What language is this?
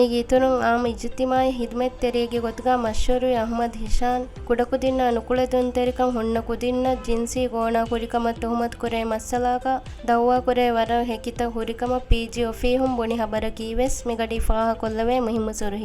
Divehi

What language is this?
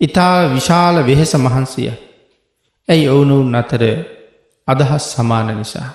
Sinhala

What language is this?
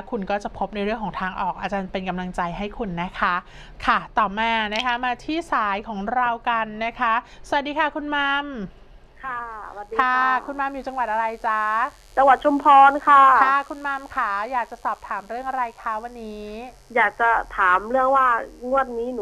Thai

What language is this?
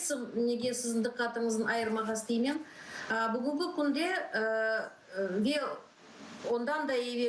Crimean Tatar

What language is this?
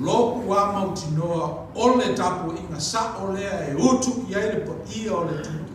Samoan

